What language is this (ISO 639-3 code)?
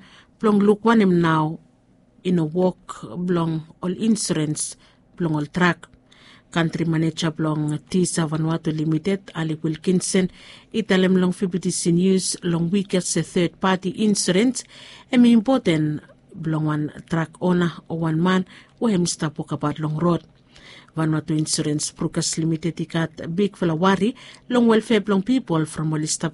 bis